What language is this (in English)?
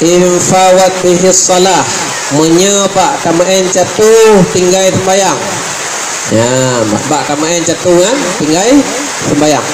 Achinese